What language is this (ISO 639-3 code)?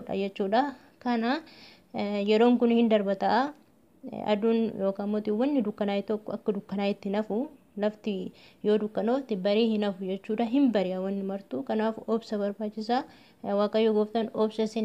orm